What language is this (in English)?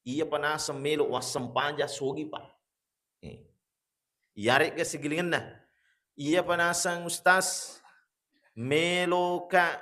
Buginese